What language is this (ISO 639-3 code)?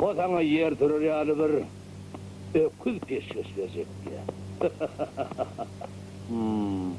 tuk